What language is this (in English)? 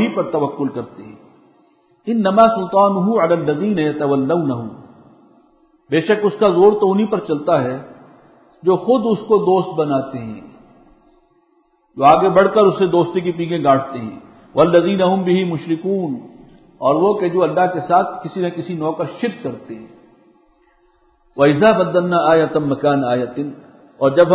Urdu